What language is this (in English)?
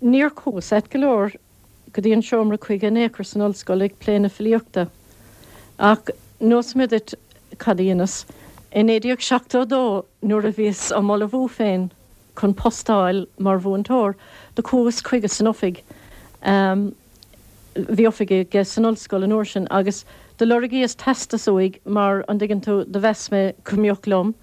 Irish